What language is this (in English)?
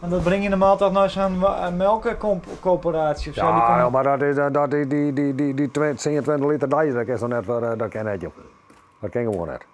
Western Frisian